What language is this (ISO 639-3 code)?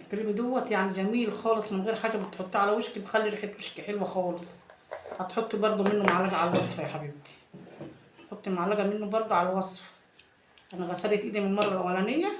arz